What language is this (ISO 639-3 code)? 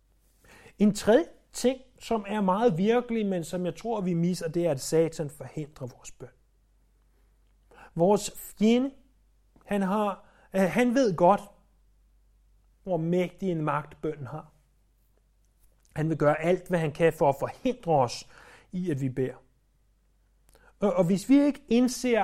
dan